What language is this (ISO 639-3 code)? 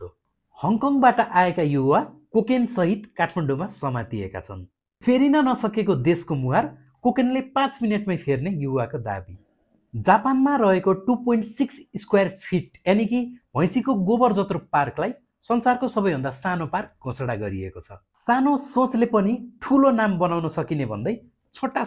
nep